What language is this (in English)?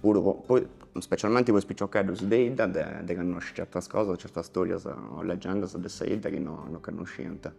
Sardinian